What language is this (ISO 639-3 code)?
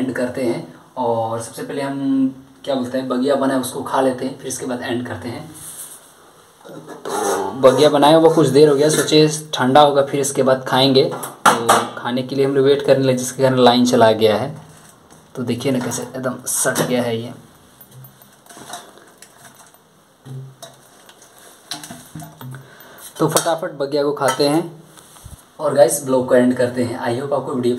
hin